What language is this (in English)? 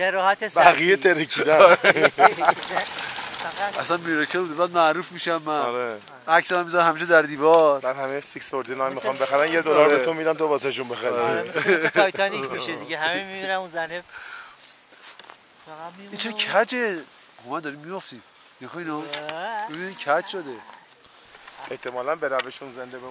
Persian